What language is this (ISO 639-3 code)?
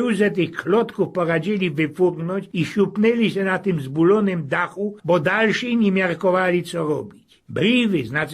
szl